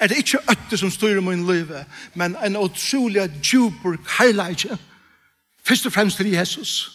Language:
Faroese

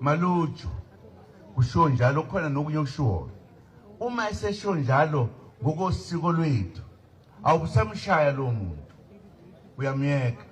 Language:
Zulu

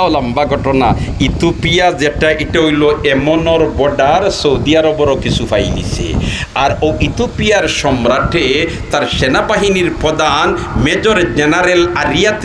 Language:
Sylheti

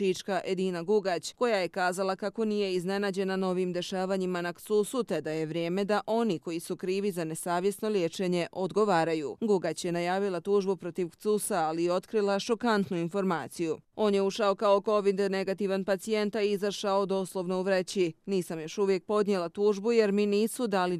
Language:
Bosnian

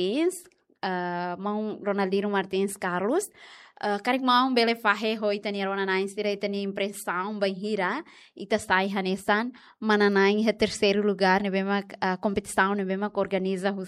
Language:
Tetum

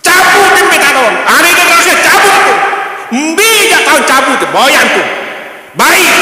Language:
Sasak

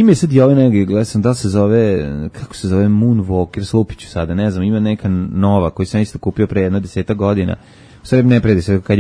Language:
Serbian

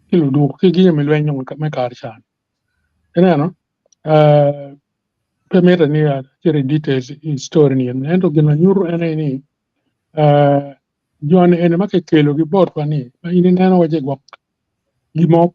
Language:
Acoli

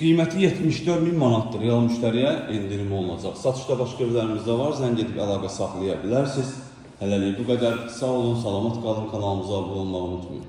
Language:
Azerbaijani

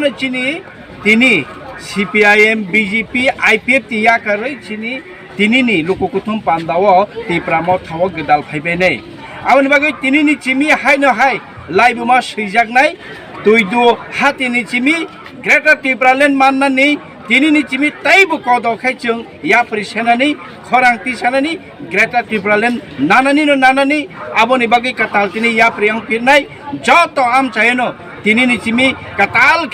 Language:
Kok Borok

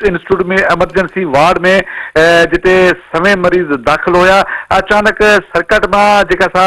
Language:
Sindhi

